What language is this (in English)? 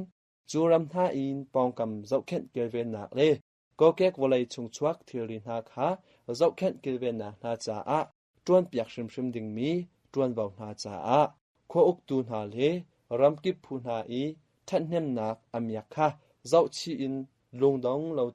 Hakha Chin